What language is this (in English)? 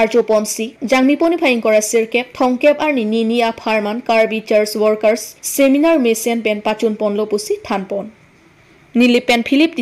Karbi